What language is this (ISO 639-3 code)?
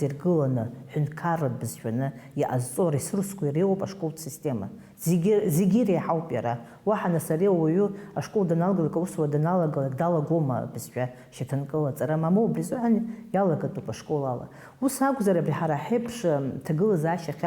abk